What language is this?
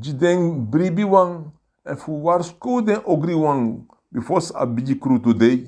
Sranan Tongo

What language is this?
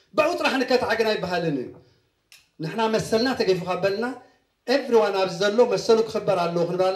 Tigrinya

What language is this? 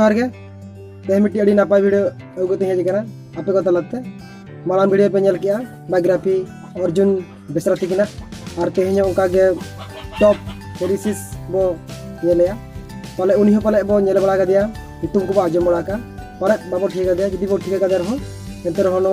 Santali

